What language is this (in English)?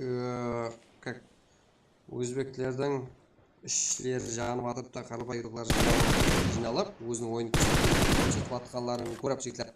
Kara-Kalpak